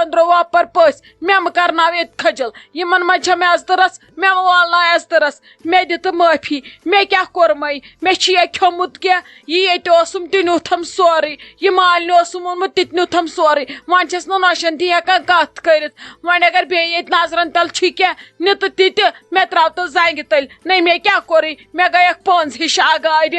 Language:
Kashmiri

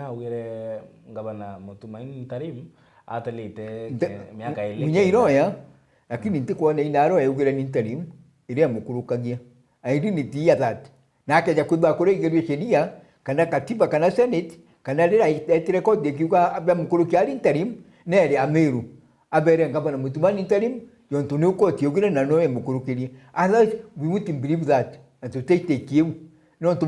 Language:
Meru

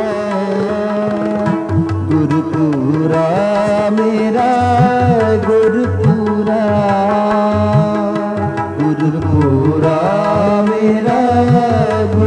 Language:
Hindi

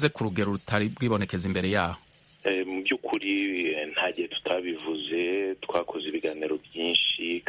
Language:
Kinyarwanda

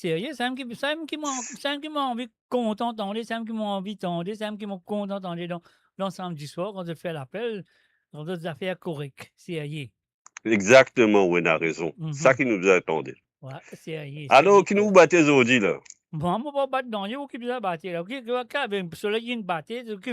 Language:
Morisyen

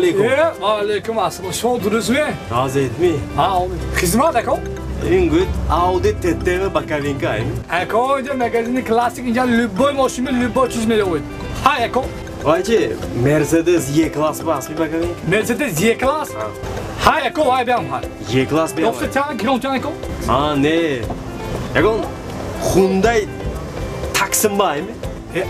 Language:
Tajik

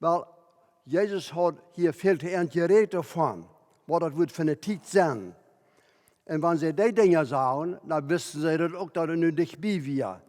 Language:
Plautdietsch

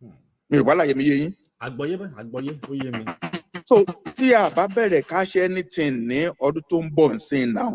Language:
Yoruba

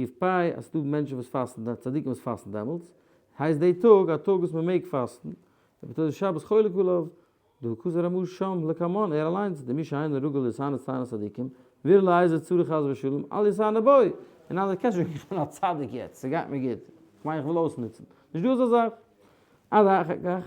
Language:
Yiddish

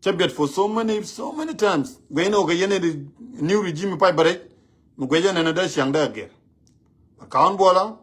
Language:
Nuer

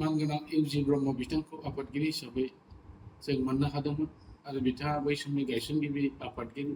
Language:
Bodo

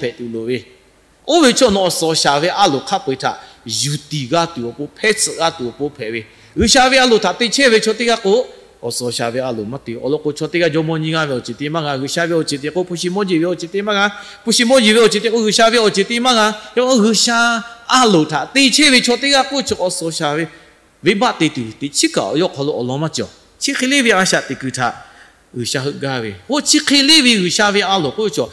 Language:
Lahu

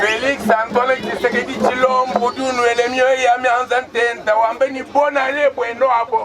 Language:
Luba-Lulua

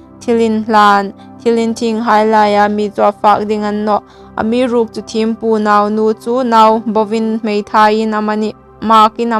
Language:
Hmar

